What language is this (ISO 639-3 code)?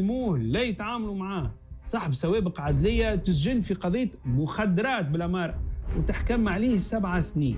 aeb